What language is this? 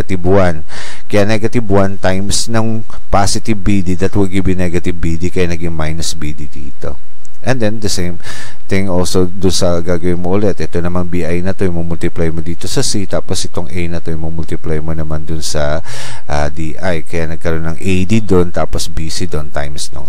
Filipino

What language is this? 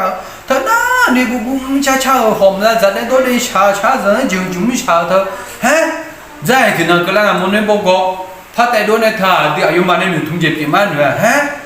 Akha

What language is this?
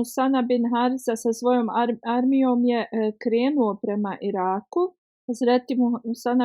Bosnian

